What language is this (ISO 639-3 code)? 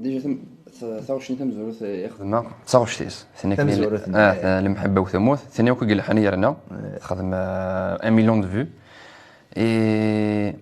kab